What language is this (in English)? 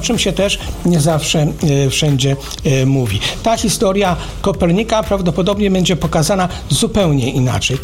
Polish